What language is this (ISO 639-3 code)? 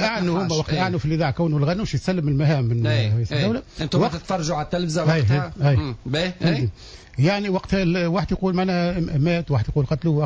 aeb